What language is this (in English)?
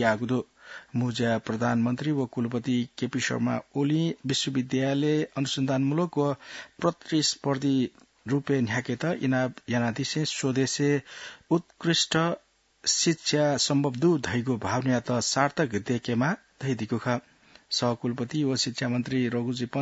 Newari